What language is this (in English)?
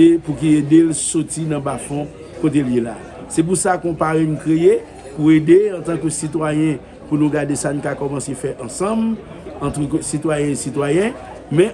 Haitian Creole